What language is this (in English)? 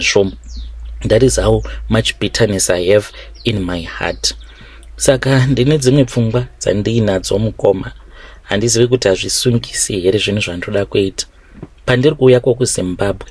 Shona